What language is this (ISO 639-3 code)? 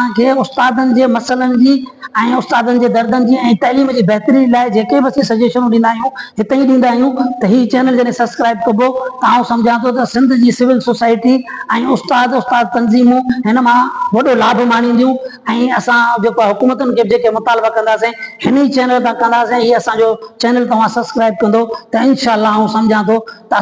snd